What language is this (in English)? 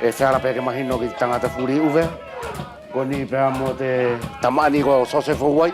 Wallisian